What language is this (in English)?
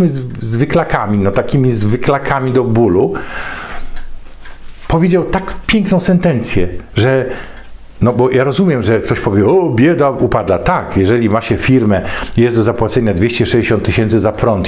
Polish